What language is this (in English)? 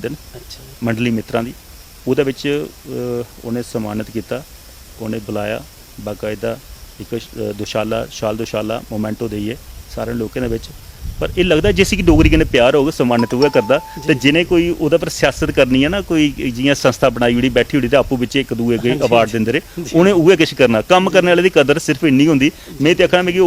Dogri